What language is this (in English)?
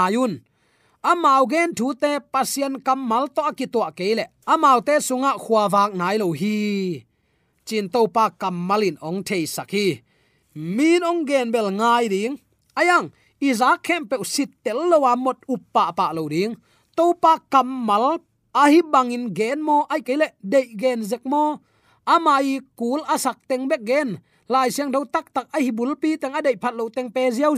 Tedim Chin